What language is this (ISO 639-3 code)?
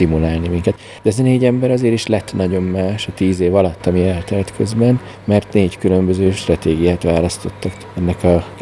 hun